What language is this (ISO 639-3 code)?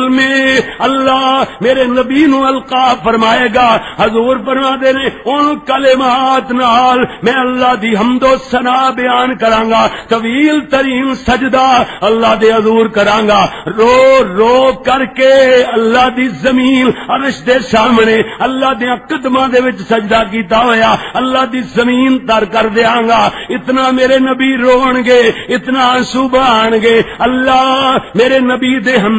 lah